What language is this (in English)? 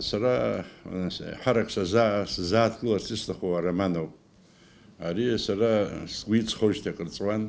Abkhazian